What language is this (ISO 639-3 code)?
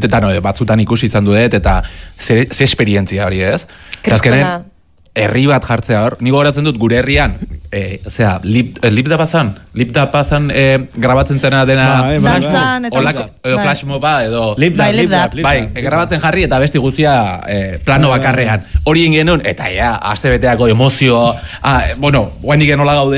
eus